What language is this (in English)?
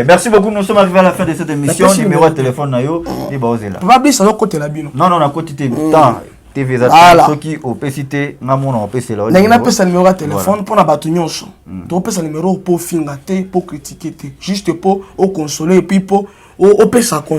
Lingala